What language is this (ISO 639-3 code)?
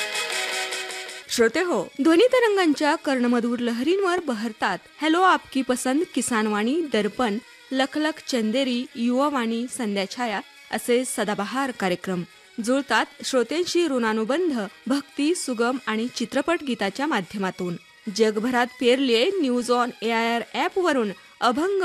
mar